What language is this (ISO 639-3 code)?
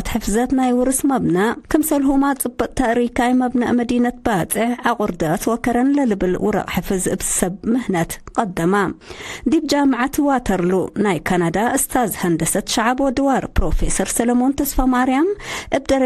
tig